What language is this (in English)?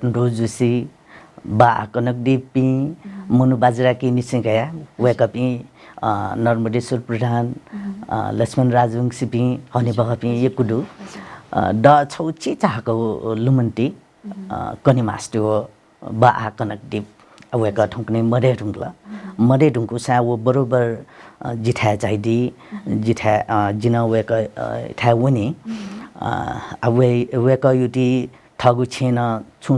Newari